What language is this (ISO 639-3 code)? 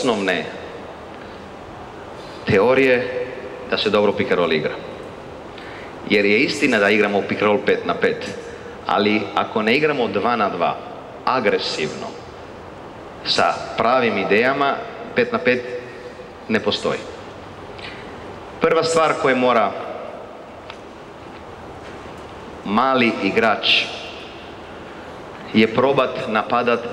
hrv